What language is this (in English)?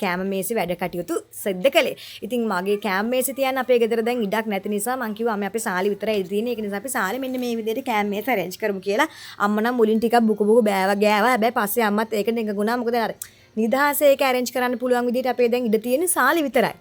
Sinhala